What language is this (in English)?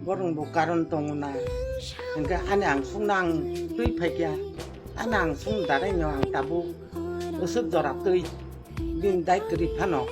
Kok Borok